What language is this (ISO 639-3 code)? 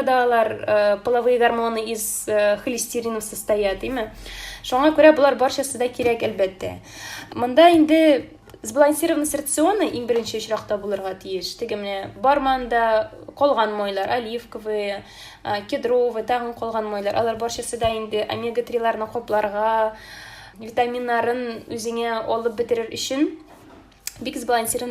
tat